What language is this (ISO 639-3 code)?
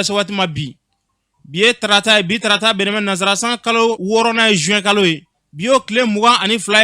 bam